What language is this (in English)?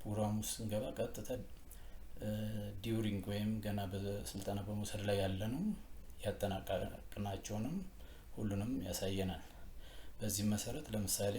Amharic